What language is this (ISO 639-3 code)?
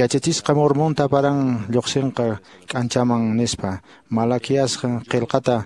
que